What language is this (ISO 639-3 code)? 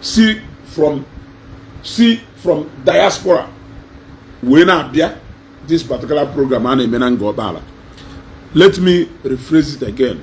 ibo